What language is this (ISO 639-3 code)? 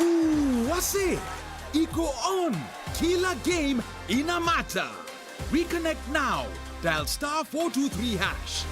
mer